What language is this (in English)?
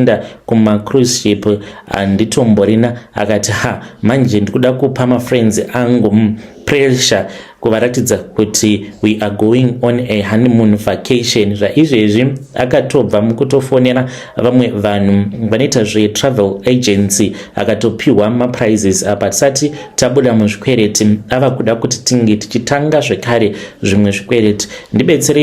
Shona